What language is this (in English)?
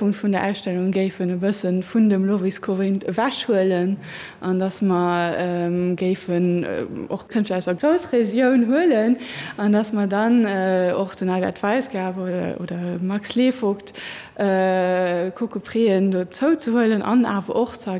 Luxembourgish